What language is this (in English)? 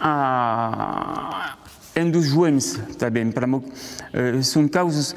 Occitan